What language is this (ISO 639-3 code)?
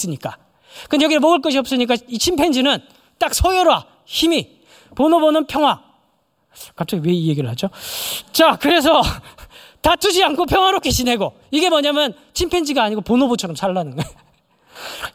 kor